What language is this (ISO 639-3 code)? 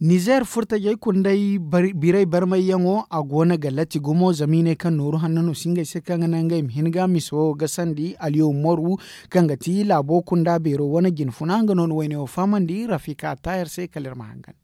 dje